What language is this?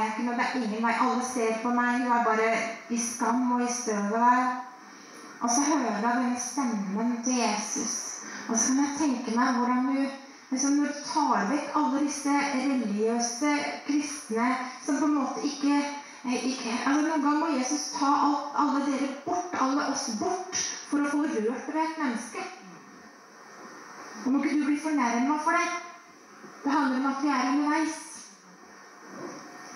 Norwegian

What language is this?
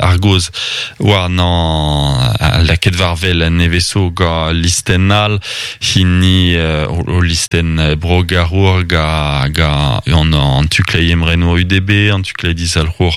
Breton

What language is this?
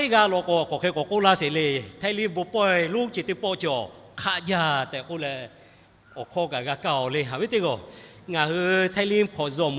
Lahu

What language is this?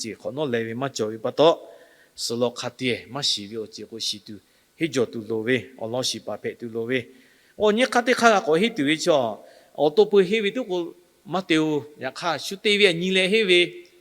Lahu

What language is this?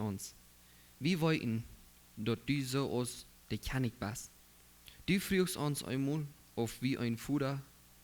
Plautdietsch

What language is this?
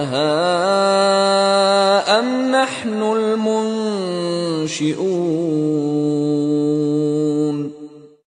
Arabic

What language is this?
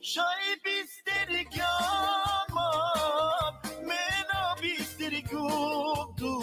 Balkan Romani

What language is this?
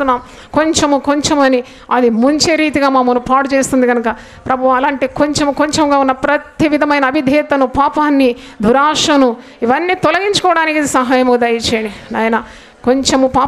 Telugu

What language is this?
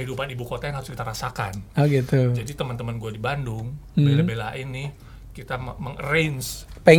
Indonesian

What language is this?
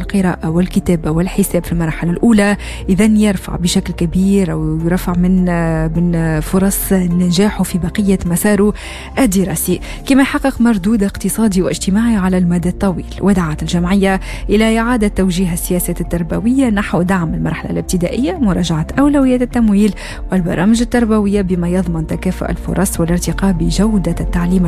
Arabic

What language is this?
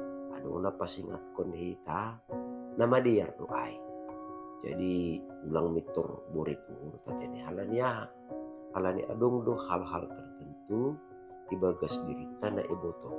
Batak Simalungun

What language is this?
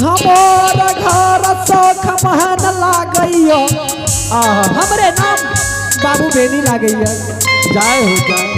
Angika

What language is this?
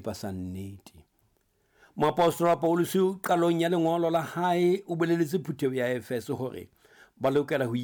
Southern Sotho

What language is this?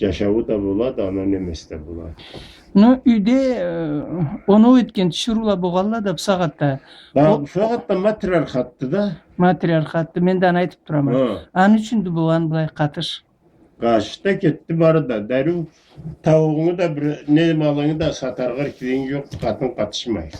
Karachay-Balkar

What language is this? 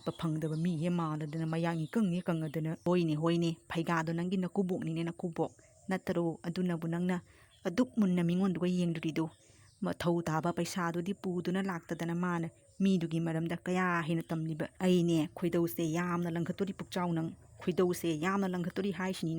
Manipuri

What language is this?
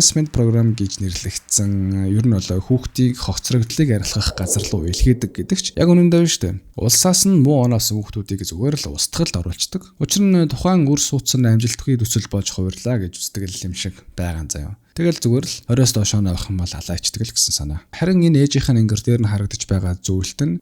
Mongolian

